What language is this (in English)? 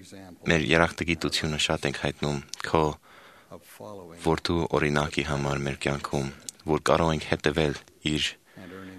Armenian